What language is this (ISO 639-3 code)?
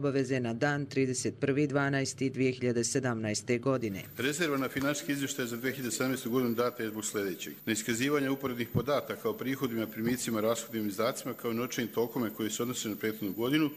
bos